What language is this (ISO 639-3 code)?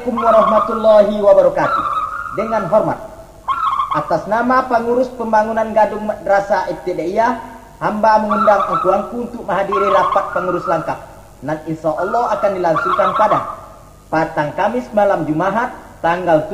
min